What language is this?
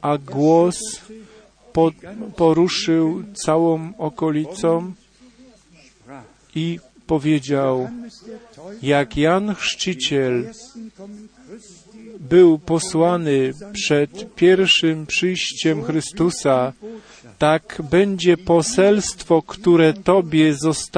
Polish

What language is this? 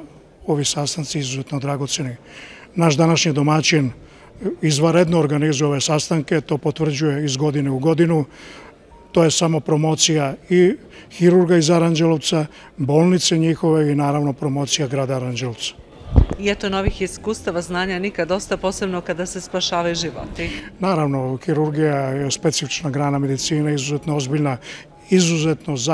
Serbian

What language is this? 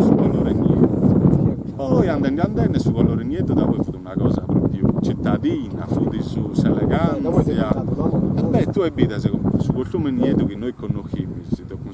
Sardinian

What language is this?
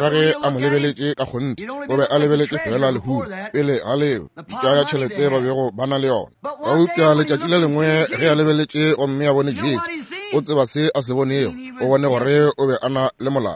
Northern Sotho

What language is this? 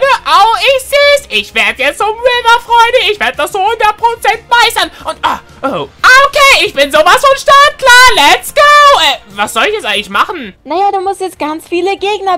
German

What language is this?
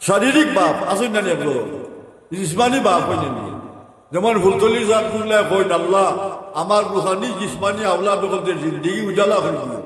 Sylheti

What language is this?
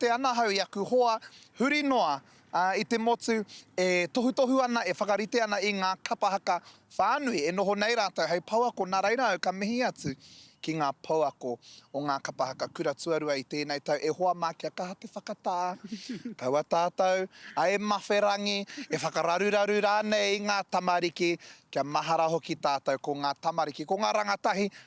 Māori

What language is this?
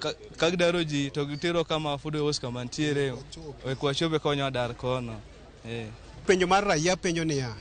Luo (Kenya and Tanzania)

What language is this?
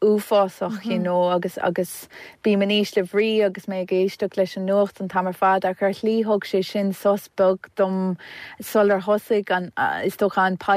Irish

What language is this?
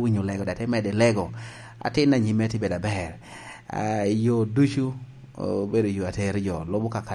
Lango (Uganda)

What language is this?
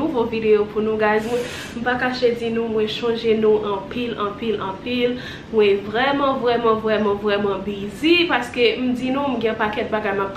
Haitian Creole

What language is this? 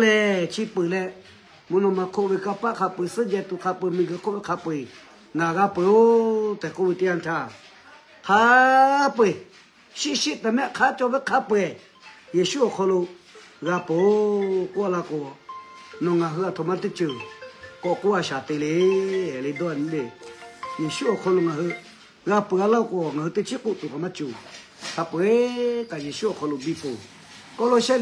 Lahu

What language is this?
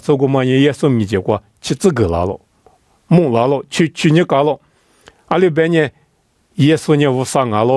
Lisu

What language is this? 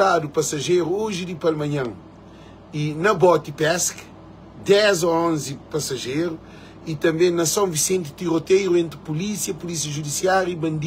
Kabuverdianu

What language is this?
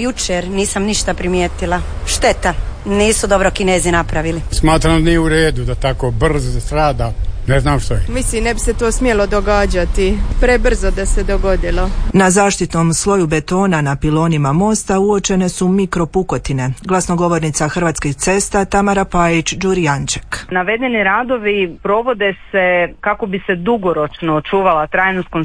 Croatian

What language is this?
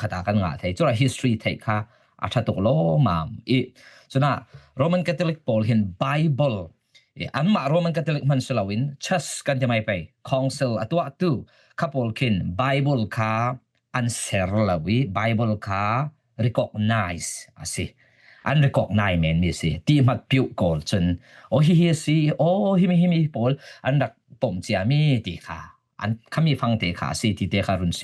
Falam Chin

